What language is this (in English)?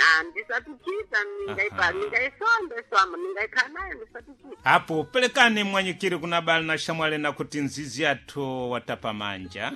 Sena